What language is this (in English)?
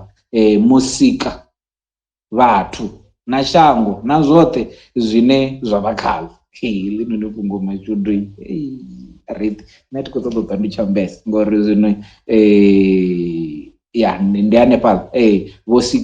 Venda